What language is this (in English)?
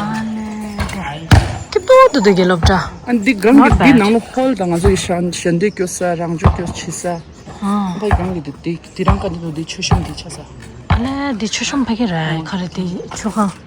Tibetan